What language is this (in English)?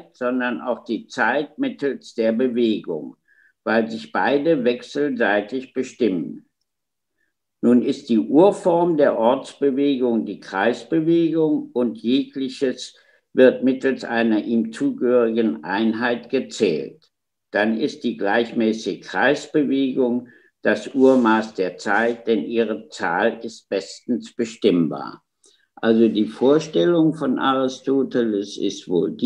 German